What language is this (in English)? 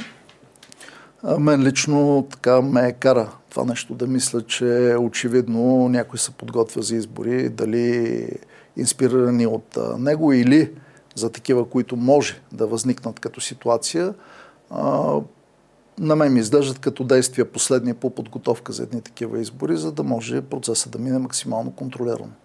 Bulgarian